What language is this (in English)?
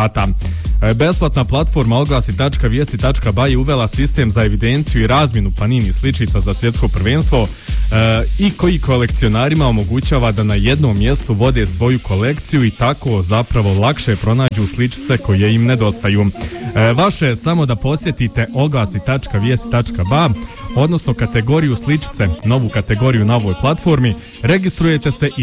Bosnian